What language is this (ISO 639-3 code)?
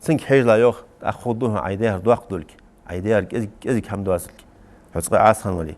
inh